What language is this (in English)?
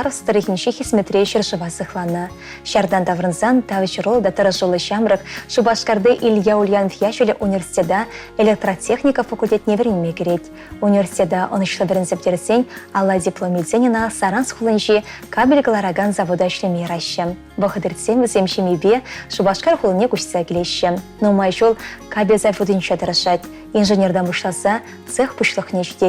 Chuvash